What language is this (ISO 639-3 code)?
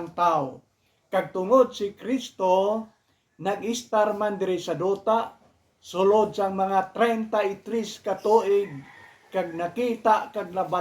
hil